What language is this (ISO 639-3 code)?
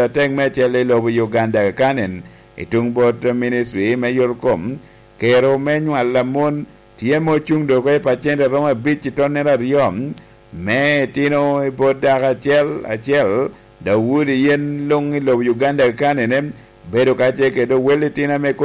laj